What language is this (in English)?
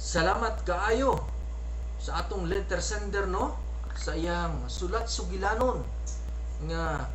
Cebuano